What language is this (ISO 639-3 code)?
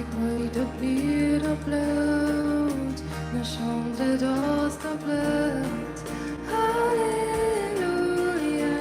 pdt